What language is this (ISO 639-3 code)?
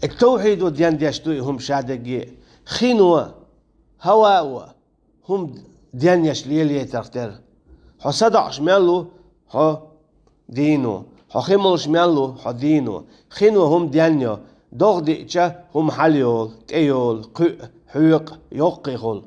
che